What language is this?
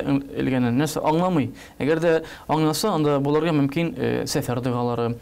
Tatar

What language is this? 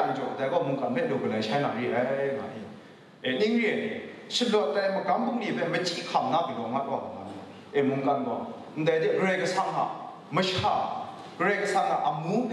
Kachin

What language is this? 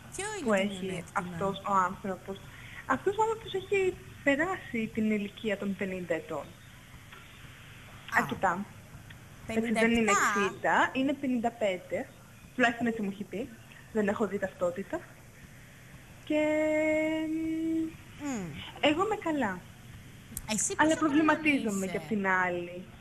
Greek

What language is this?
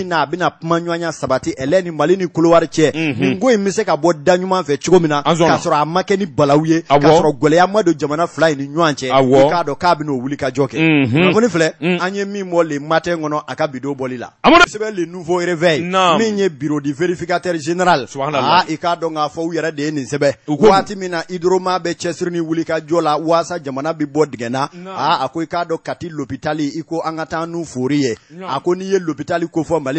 Bambara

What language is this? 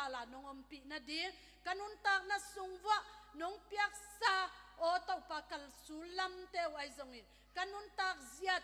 Tedim Chin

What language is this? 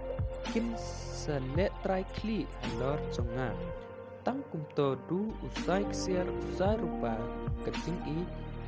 Khasi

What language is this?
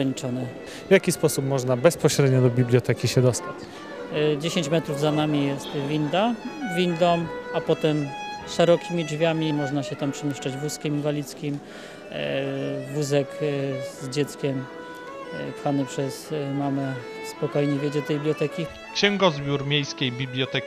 Polish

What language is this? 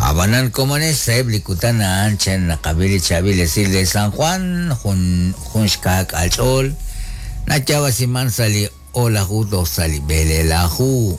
Kekchí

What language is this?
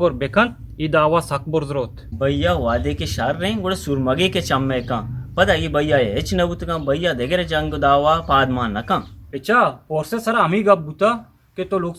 Eastern Balochi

